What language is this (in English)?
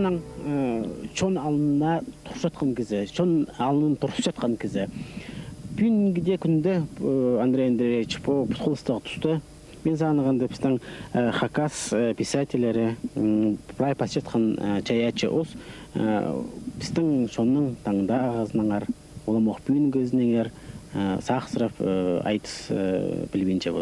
Khakas